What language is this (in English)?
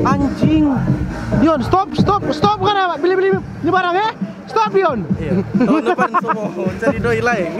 Manado Malay